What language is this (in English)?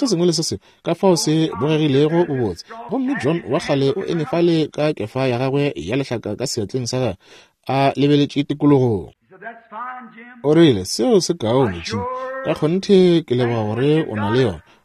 Northern Sotho